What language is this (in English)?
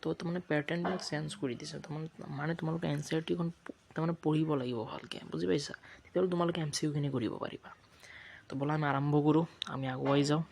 Assamese